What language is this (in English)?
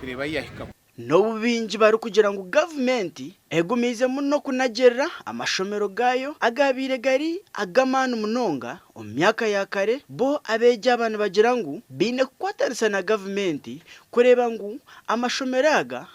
Nyankole